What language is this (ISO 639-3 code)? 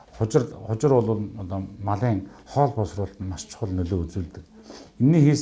mon